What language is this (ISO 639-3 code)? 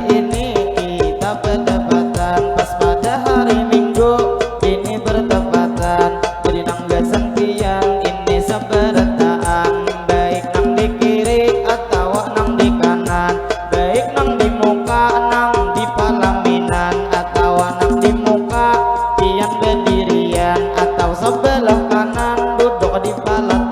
bjn